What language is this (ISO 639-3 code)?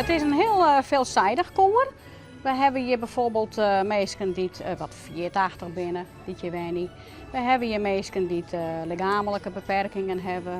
fry